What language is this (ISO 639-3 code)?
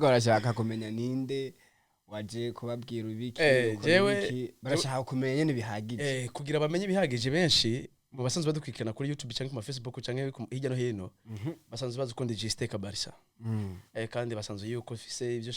run